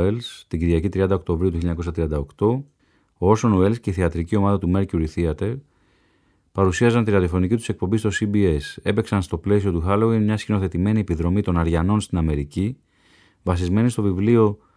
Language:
Greek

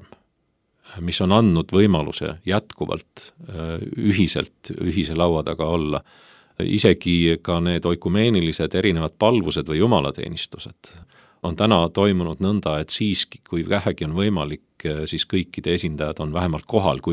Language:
Estonian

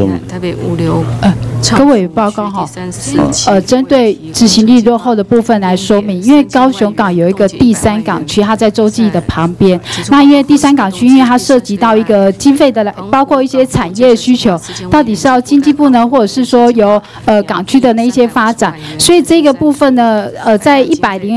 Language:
Chinese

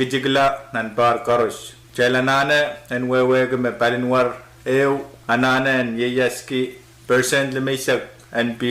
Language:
Pohnpeian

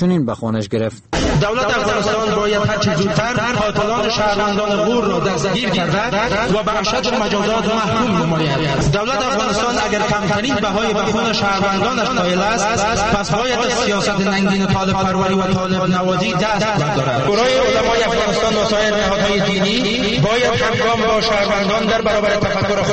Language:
Persian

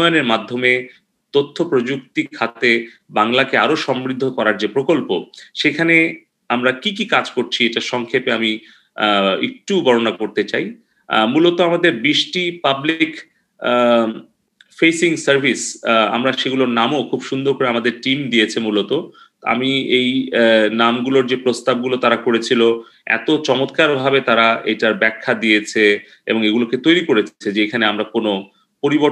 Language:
Bangla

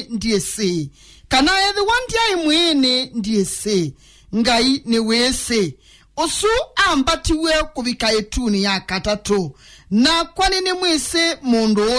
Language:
Kamba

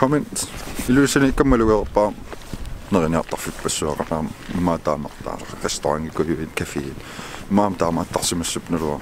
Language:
Kalaallisut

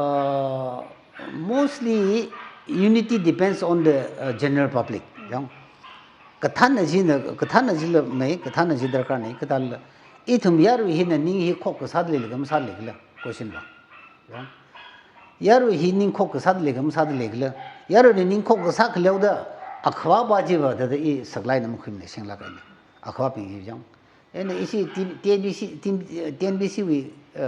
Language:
Tangkhul Naga (India)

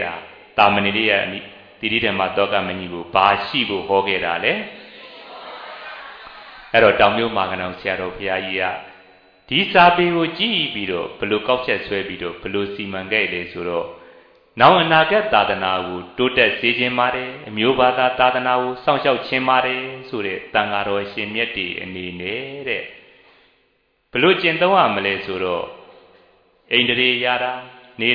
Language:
Burmese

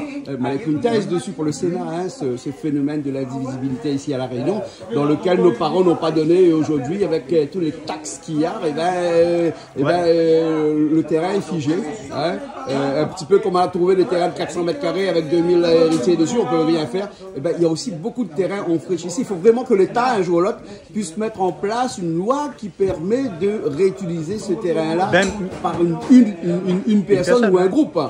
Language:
Réunion Creole French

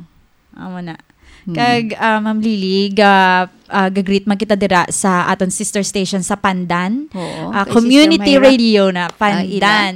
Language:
Hiligaynon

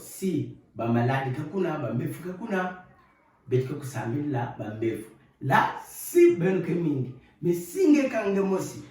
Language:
Kituba (Democratic Republic of Congo)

